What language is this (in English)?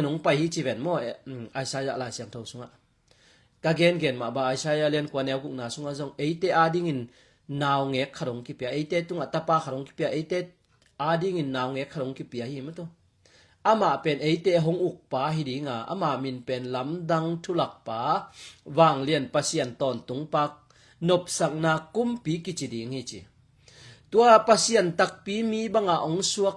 Tedim Chin